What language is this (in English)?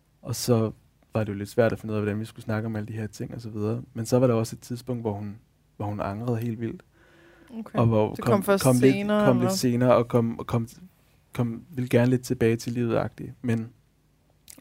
Danish